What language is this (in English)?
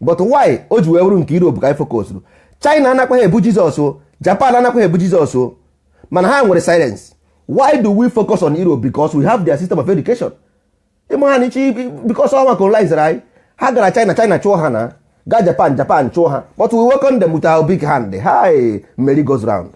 Igbo